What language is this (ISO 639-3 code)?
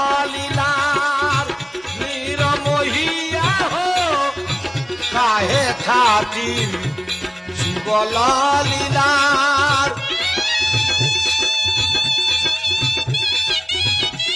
bho